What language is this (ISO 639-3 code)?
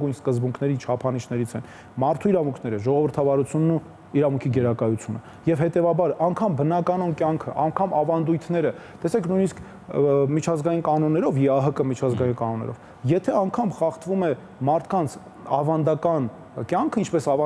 hye